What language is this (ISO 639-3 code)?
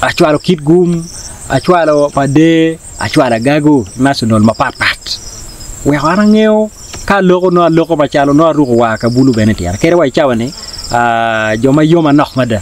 ach